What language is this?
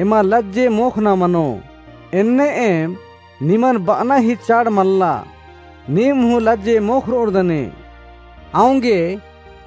Kurukh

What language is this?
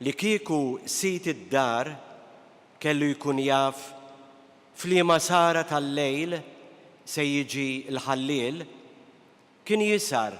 Maltese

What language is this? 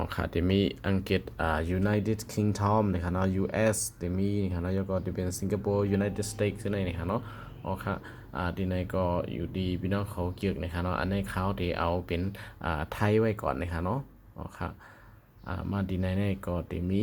Shan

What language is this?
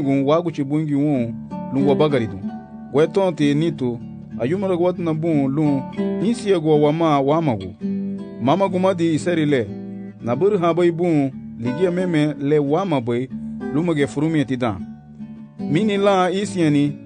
Garifuna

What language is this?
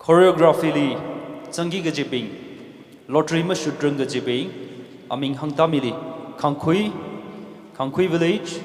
Tangkhul Naga (India)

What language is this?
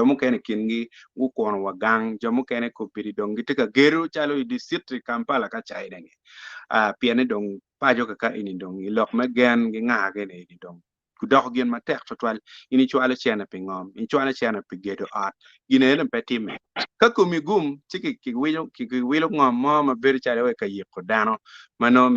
Acoli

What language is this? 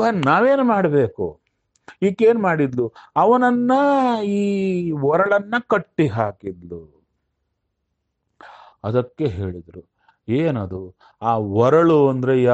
Kannada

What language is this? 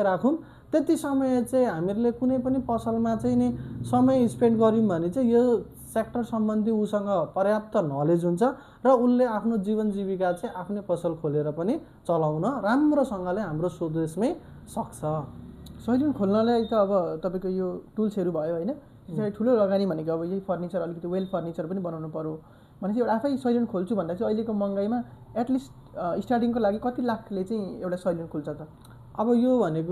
Nepali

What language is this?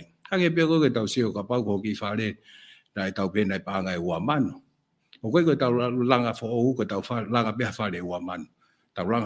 Tongan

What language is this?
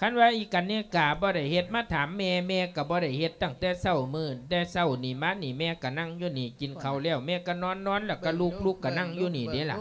Lao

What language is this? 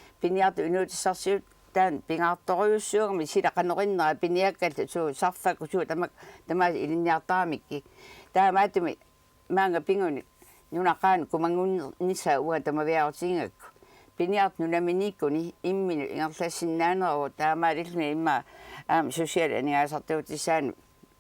Kalaallisut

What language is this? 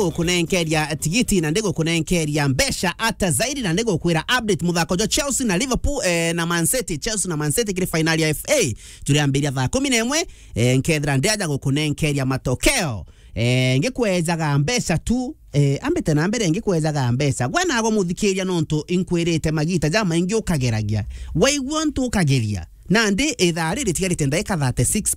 Meru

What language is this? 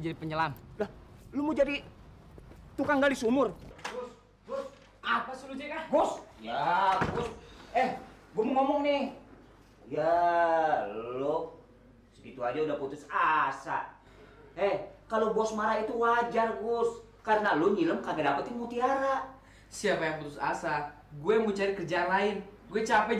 Betawi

